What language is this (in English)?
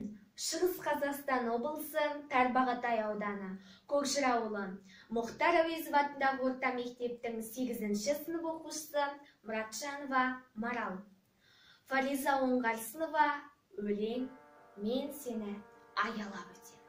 Kazakh